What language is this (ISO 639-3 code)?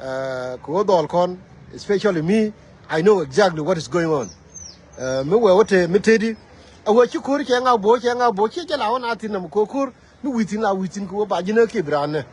nus